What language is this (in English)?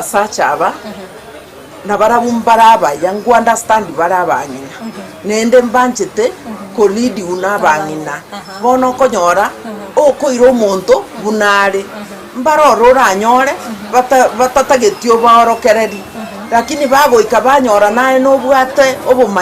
Gusii